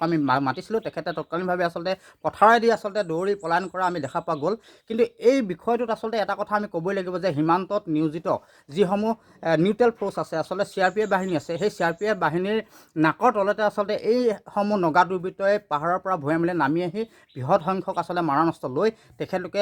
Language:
Assamese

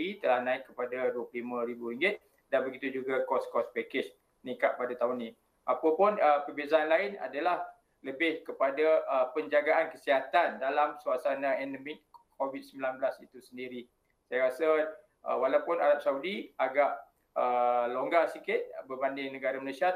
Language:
Malay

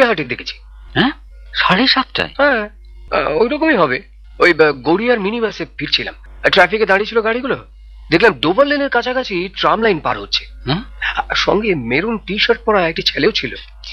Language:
Bangla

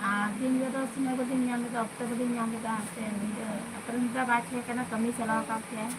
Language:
Santali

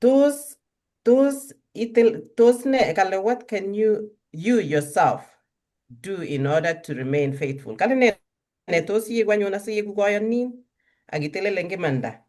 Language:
Kalenjin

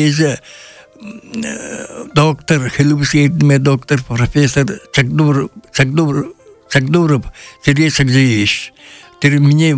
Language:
Buriat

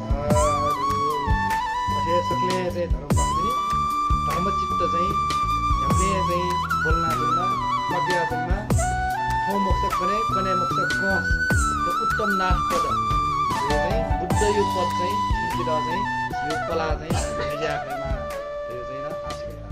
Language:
Newari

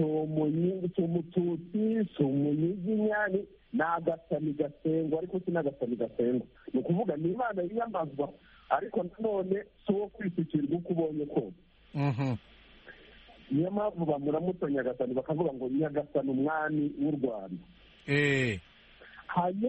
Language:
Kinyarwanda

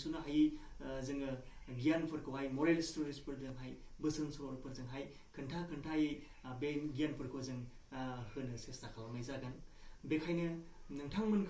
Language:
Bodo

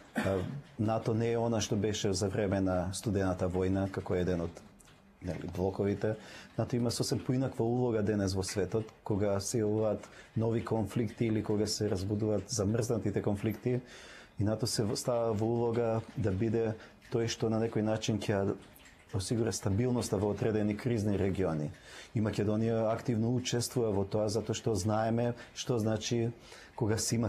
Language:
Macedonian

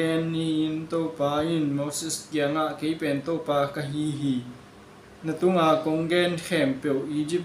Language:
Tedim Chin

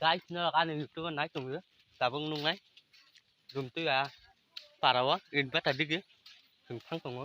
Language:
Kok Borok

